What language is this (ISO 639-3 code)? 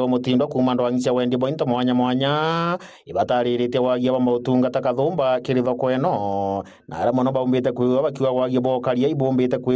mer